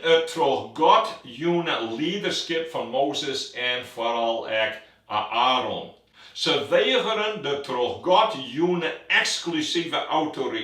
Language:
Western Frisian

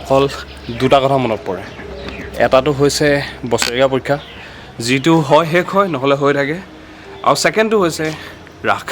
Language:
Assamese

